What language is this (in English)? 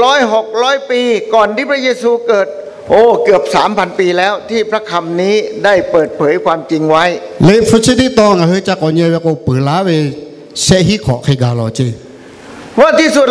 Lahu